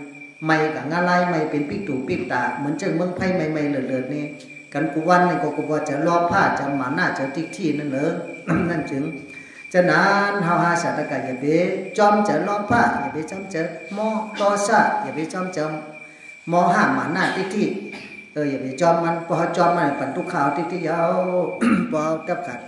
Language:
Shan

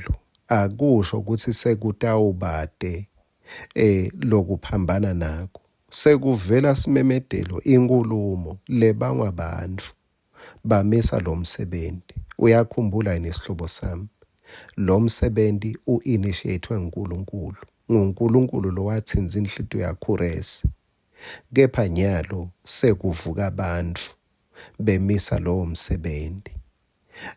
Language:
Swati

